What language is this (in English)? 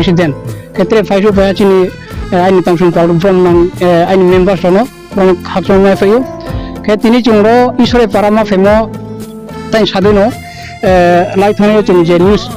Riang (India)